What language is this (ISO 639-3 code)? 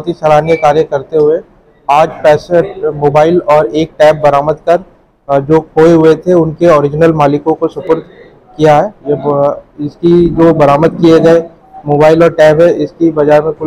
hin